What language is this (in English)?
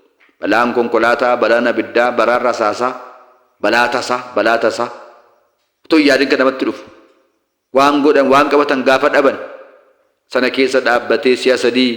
Oromo